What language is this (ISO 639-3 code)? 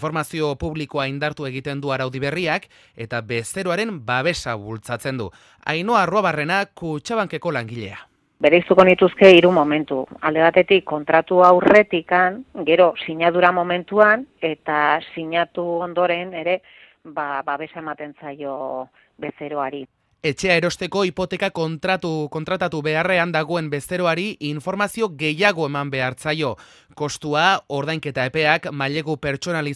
eus